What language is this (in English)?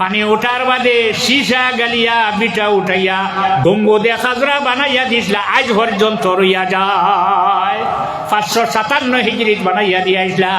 Sylheti